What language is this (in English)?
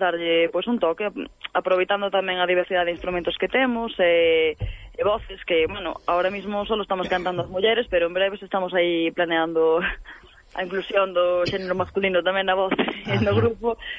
Galician